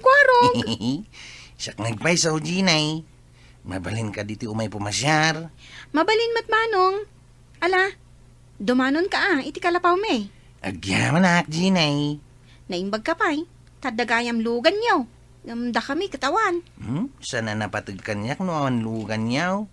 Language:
Iloko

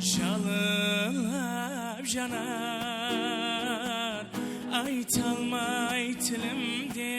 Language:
Kara-Kalpak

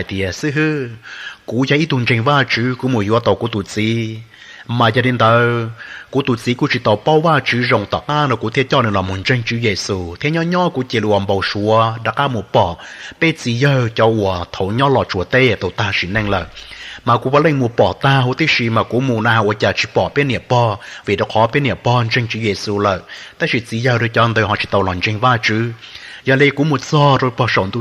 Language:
Hmong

